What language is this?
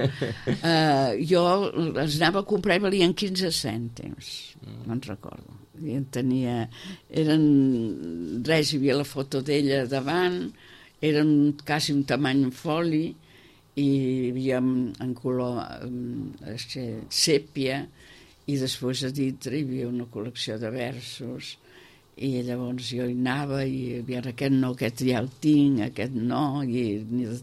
Catalan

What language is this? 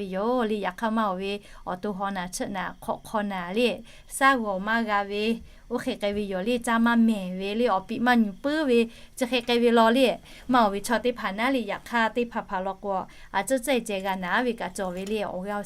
Lahu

